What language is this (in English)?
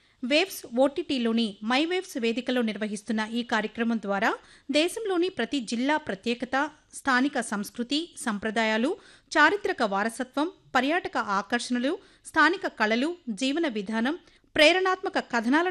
Telugu